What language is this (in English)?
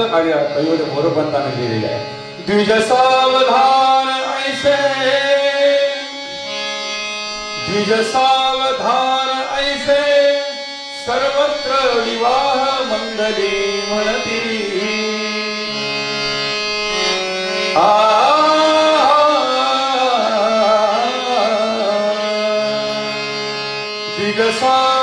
Marathi